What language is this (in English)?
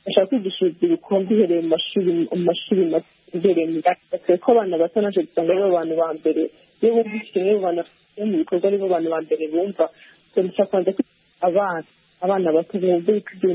Kinyarwanda